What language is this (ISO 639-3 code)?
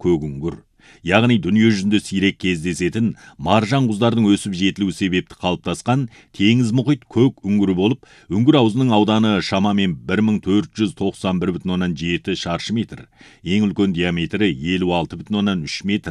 kaz